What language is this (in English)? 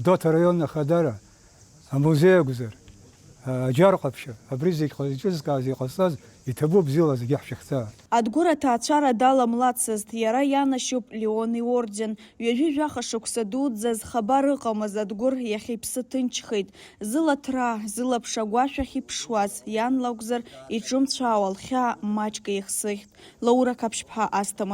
Abkhazian